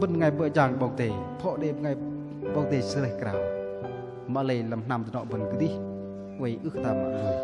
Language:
Bahnar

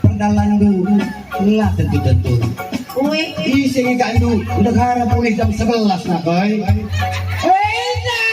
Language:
Batak Karo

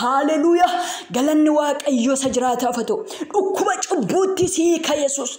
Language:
Oromo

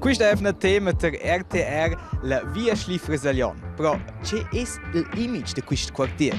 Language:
Romansh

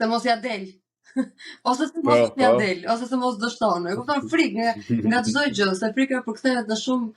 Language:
Albanian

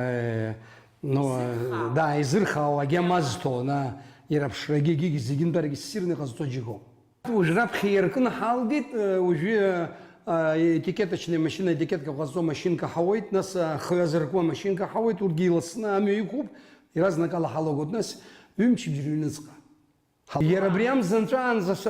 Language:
Abkhazian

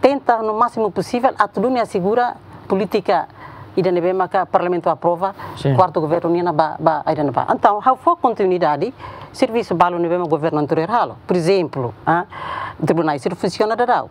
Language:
Tetum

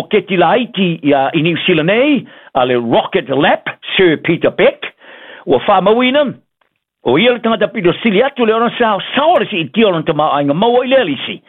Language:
Samoan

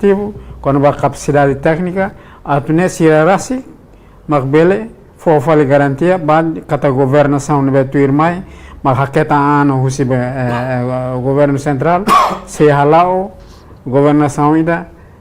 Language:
Tetum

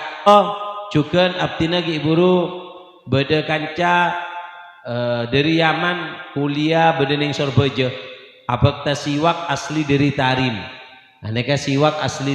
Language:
Madurese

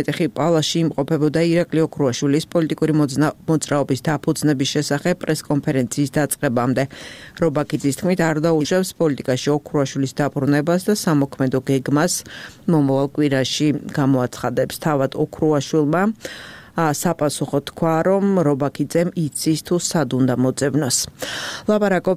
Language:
Georgian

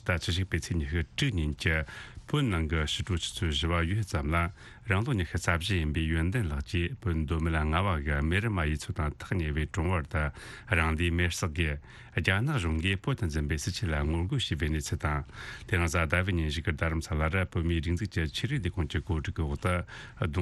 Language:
Tibetan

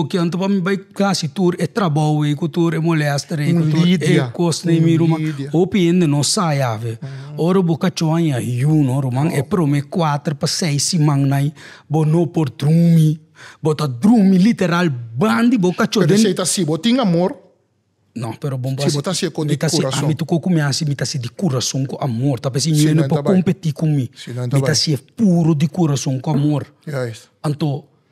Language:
Papiamento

